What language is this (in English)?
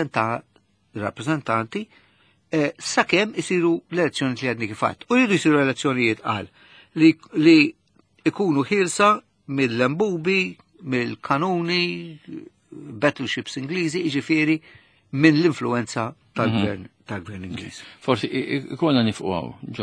Maltese